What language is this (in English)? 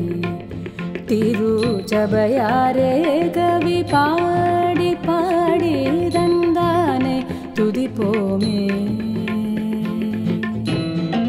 Tamil